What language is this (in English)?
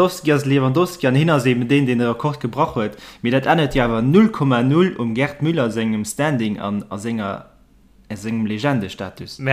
Luxembourgish